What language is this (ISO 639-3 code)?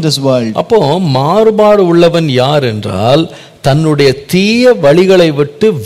tam